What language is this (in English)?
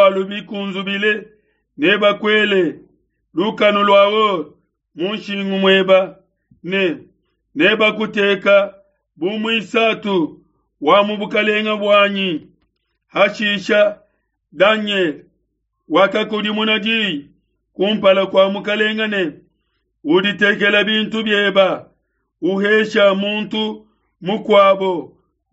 Luba-Lulua